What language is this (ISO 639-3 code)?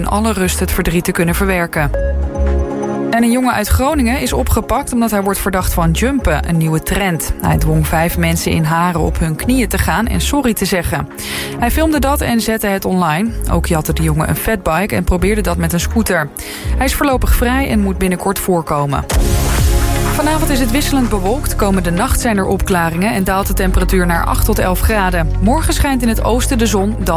nld